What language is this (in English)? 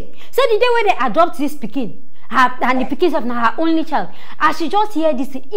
Nigerian Pidgin